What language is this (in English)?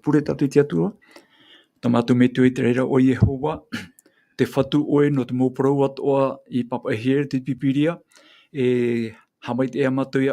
Tahitian